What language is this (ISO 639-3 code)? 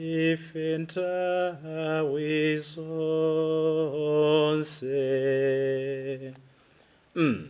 nya